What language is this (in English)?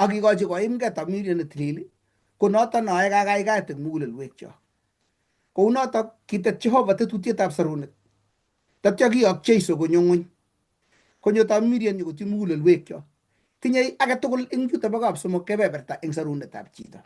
Kalenjin